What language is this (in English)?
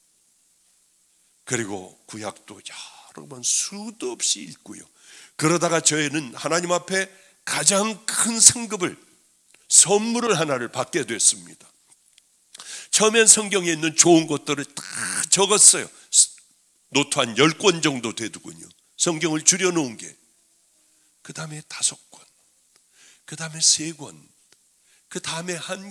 Korean